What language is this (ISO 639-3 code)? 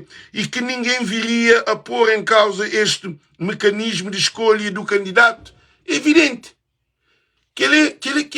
kea